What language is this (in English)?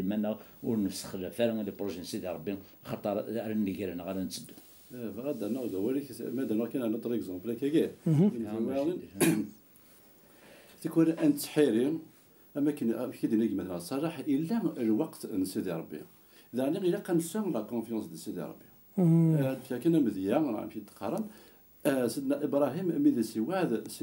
Kabyle